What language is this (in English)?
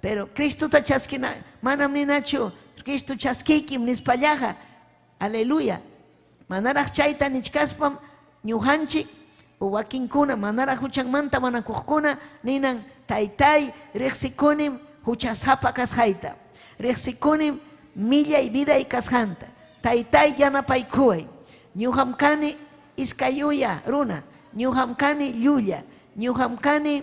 Ayacucho Quechua